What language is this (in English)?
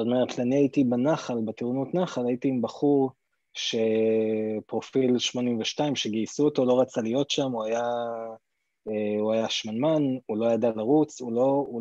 Hebrew